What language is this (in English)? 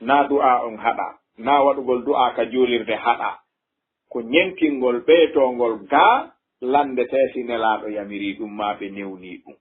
Fula